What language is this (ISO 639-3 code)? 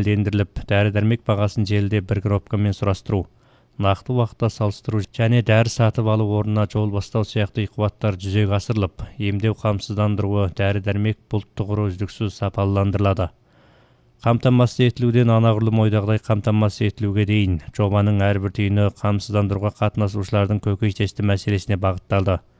kaz